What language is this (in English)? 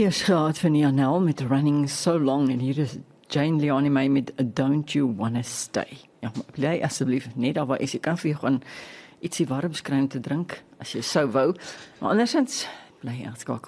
Afrikaans